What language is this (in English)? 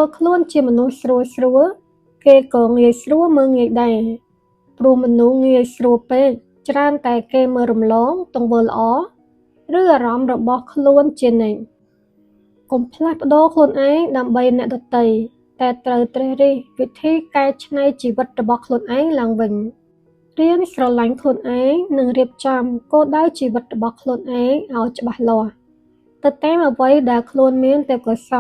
Khmer